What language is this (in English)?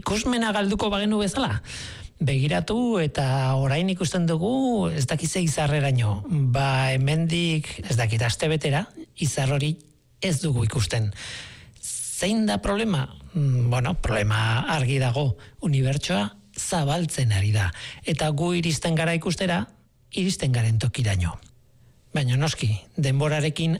Basque